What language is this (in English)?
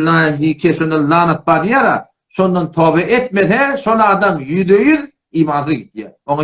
Turkmen